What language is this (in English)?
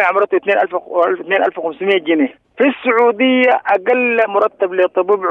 Sudanese Arabic